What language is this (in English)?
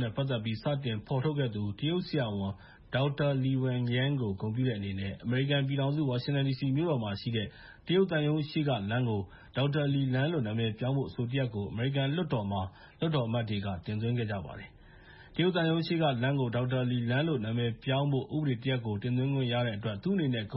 Burmese